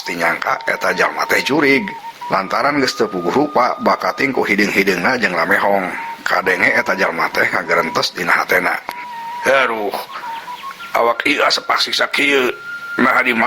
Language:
Sundanese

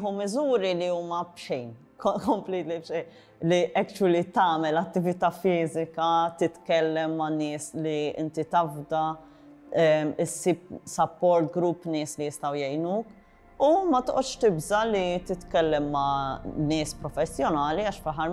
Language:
Maltese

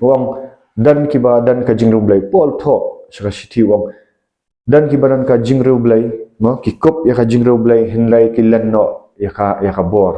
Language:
Khasi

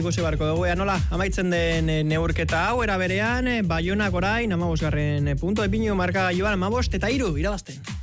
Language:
Basque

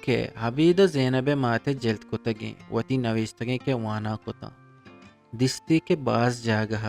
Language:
Eastern Balochi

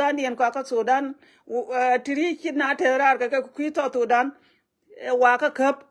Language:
Nuer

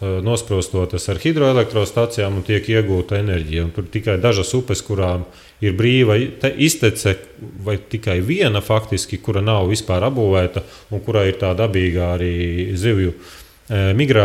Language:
Latvian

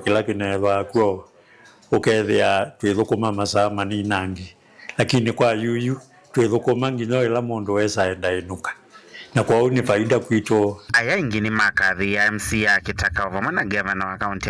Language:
Kamba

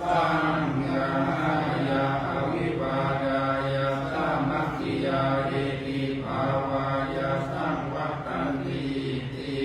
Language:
Pali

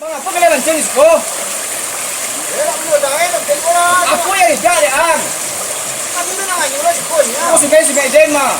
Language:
Minangkabau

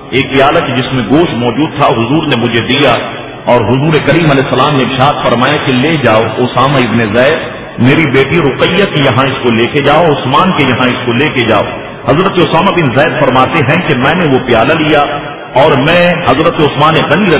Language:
Urdu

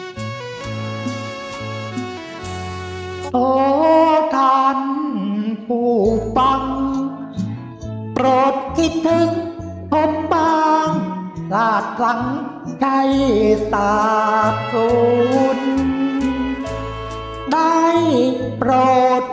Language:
Thai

